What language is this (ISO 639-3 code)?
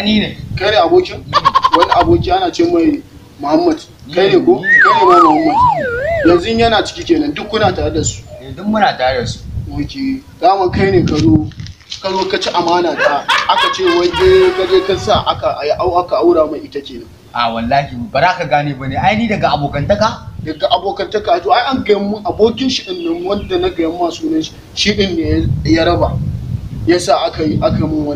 hau